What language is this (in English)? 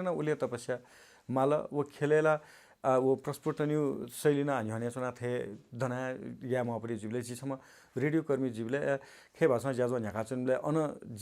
Newari